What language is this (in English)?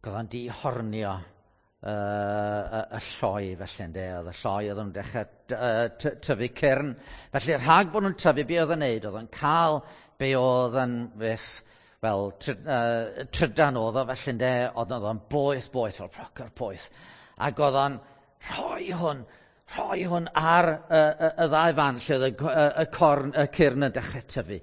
Welsh